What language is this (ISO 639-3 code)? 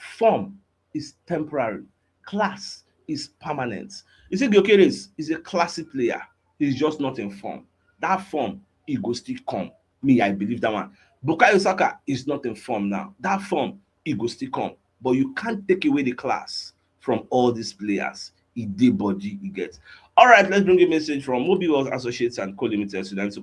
pcm